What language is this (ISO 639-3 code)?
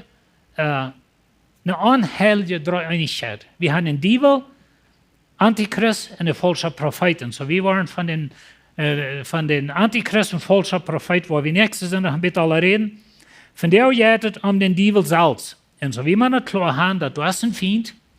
pdt